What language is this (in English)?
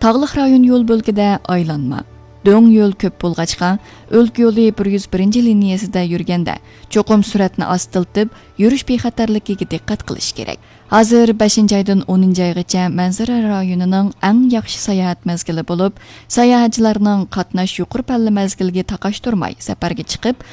Uyghur